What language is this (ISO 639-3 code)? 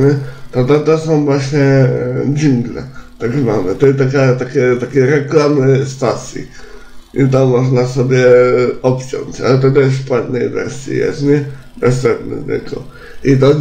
pol